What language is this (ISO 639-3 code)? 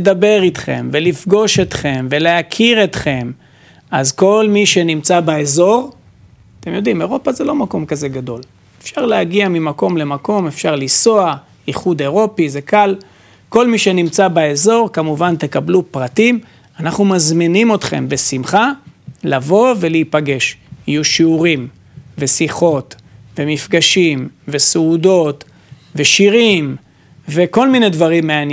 heb